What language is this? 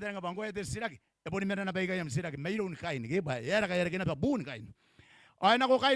Gilbertese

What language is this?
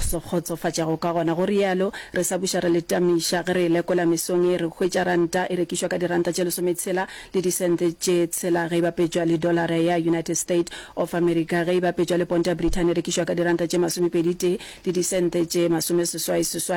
Northern Sotho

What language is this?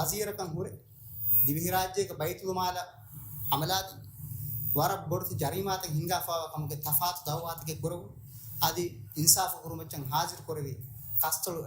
Divehi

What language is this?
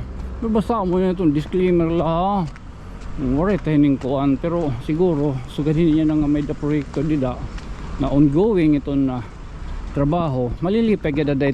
Waray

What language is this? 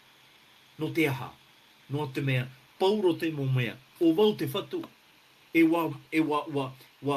Tahitian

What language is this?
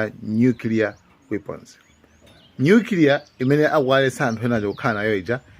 Nyanja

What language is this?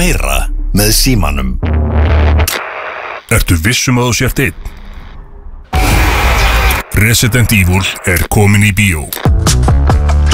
Icelandic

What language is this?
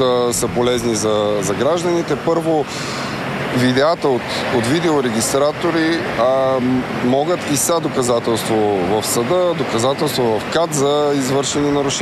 Bulgarian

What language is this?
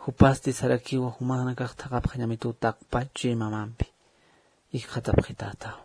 Aymara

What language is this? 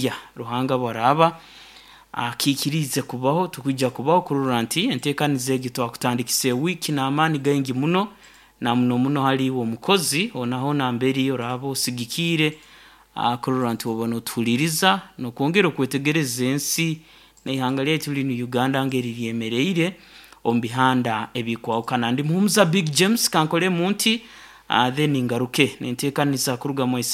Nyankole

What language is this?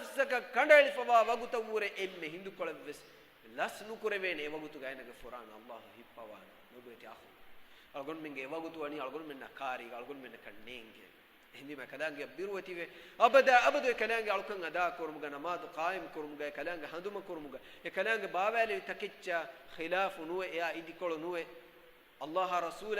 Divehi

